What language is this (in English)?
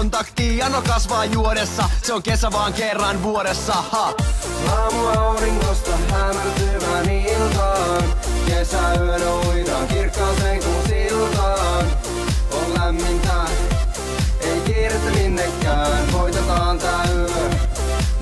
Finnish